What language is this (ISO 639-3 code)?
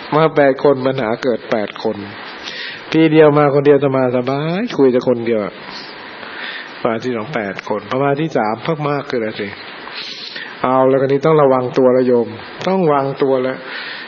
tha